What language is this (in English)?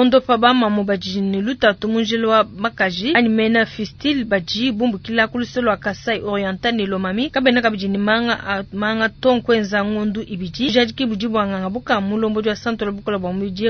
Luba-Lulua